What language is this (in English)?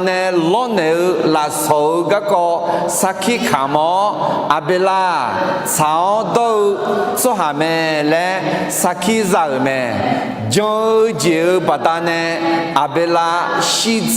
Akha